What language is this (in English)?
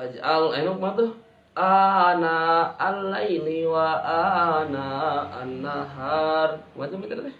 Sundanese